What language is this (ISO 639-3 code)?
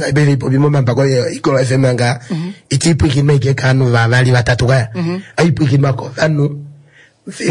kua